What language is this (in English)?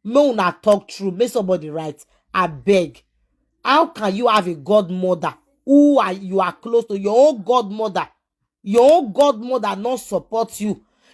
Nigerian Pidgin